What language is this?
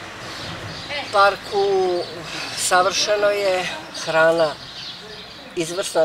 Croatian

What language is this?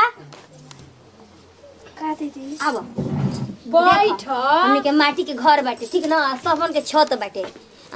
Bhojpuri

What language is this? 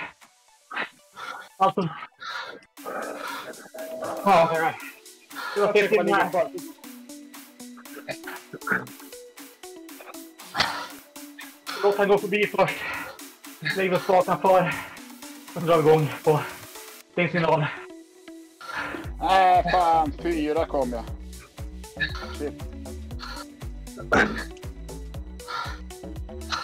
Swedish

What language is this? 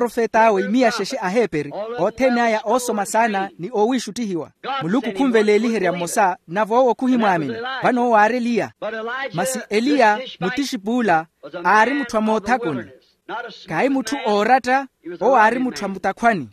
Makhuwa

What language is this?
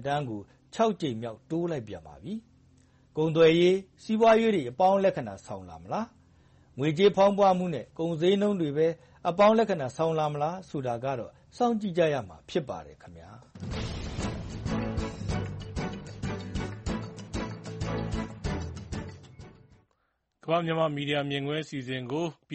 Burmese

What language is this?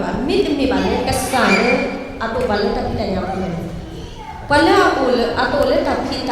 S'gaw Karen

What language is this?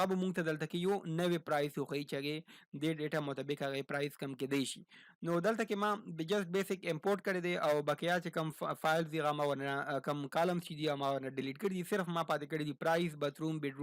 Pashto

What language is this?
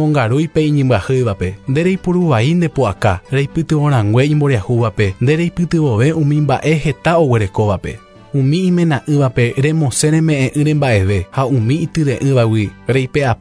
Guarani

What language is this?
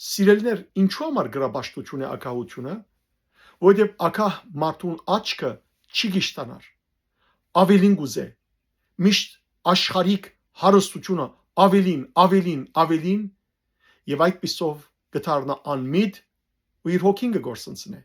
Western Armenian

